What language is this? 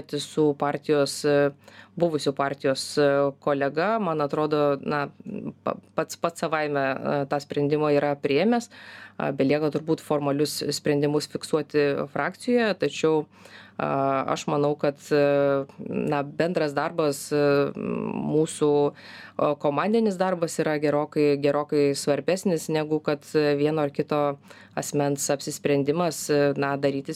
Lithuanian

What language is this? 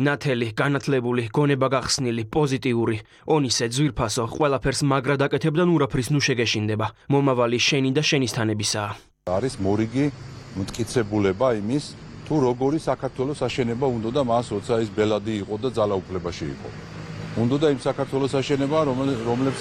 Georgian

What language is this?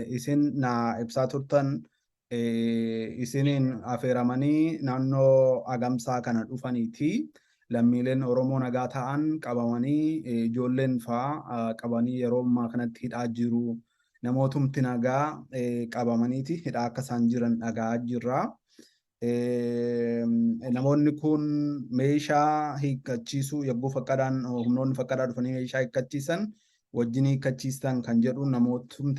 Oromo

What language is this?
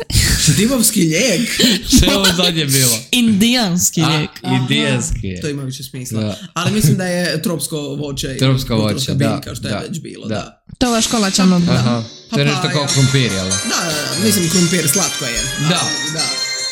Serbian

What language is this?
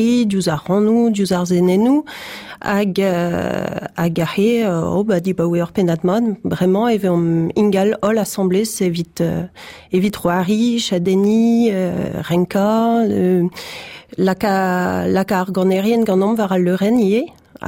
Breton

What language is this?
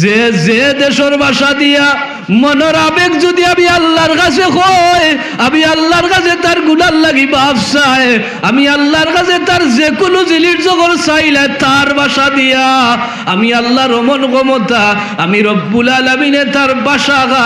Sylheti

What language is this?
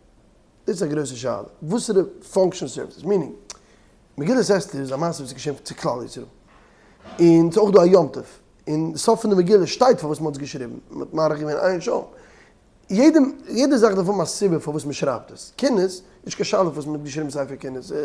Yiddish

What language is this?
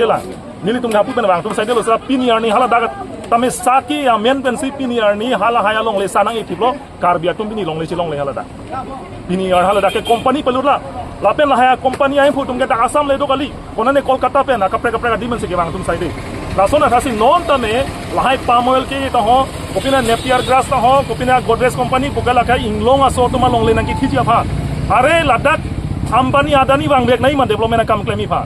Karbi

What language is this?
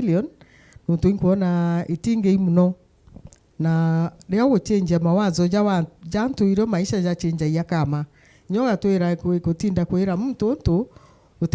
Meru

